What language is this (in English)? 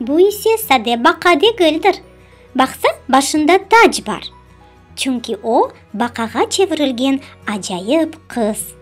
Crimean Tatar